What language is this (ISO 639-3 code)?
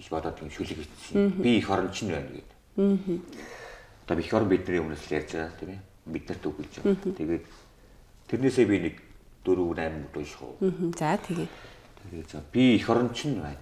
mon